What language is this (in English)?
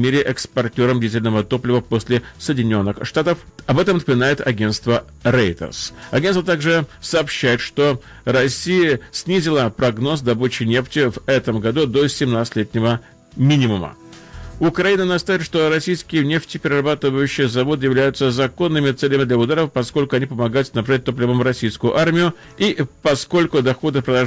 Russian